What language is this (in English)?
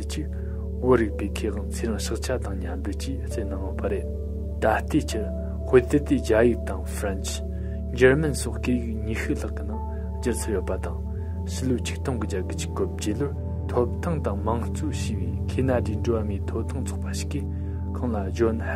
Tibetan